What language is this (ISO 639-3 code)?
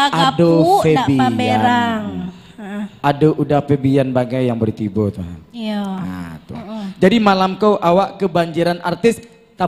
min